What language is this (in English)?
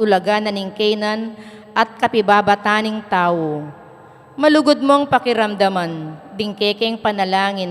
Pampanga